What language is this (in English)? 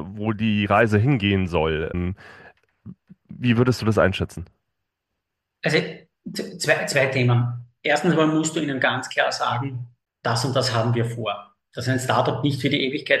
German